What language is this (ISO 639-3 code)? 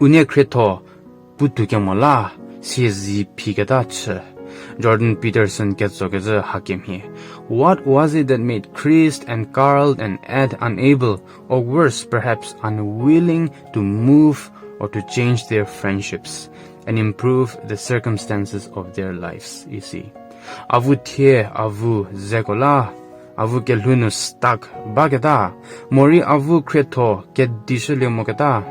njm